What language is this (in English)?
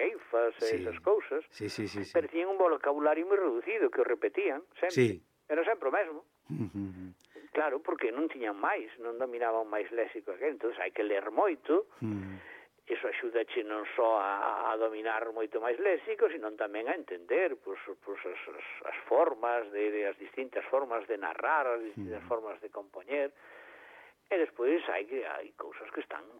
Galician